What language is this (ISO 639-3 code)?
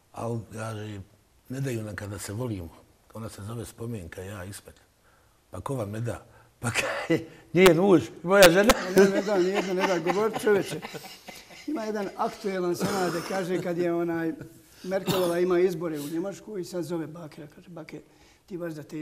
bos